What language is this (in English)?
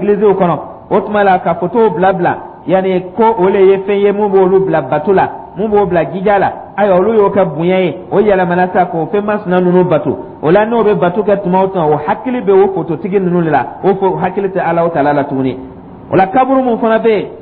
Dyula